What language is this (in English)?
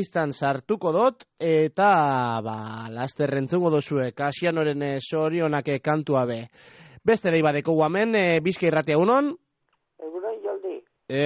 Basque